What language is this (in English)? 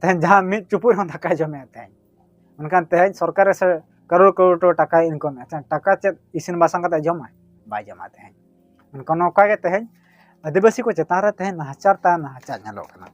Santali